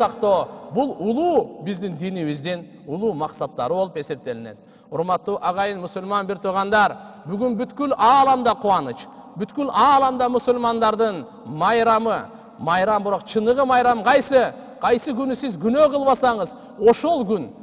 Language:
Kyrgyz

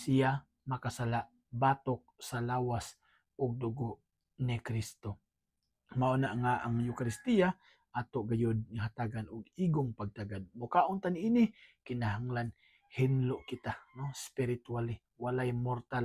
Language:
Cebuano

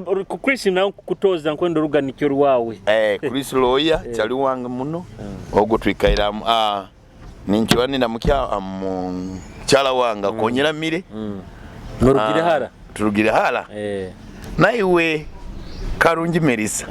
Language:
Nyoro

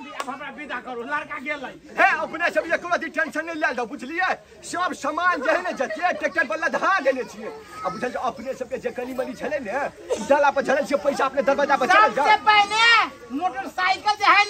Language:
Maithili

